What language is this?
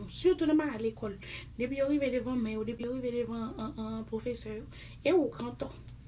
Haitian Creole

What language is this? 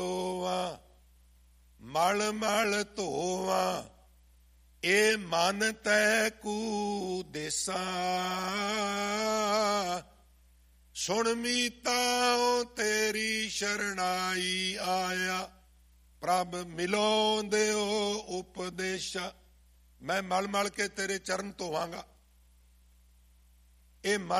Punjabi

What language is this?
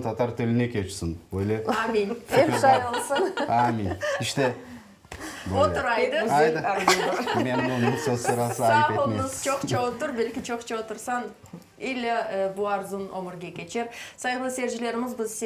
Crimean Tatar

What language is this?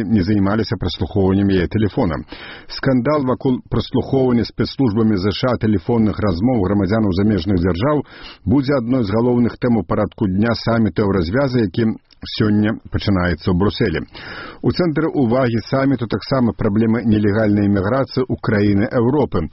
Belarusian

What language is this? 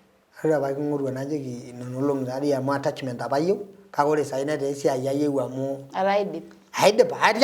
Masai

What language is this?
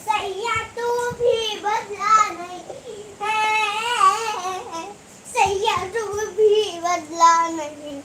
Chhattisgarhi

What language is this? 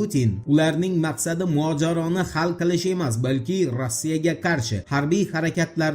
Uzbek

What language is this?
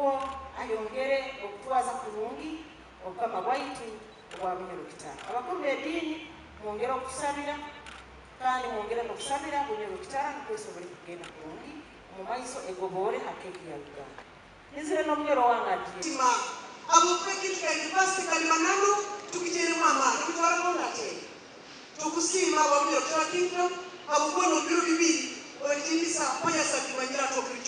Nyankole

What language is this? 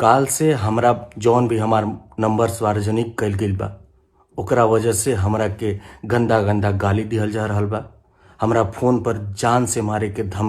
Bhojpuri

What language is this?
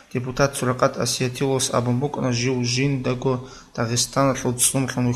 Avaric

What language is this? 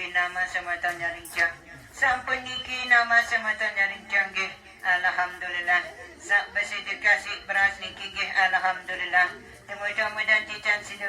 Sasak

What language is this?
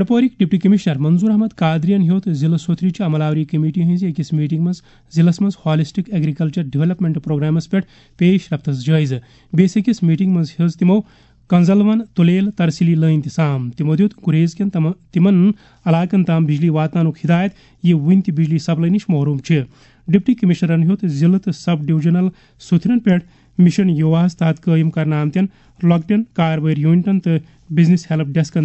Kashmiri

